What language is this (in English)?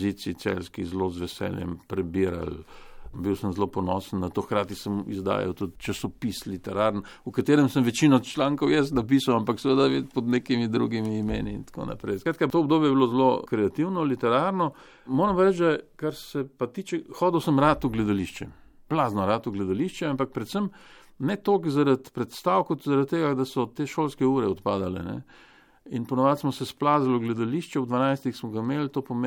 Slovenian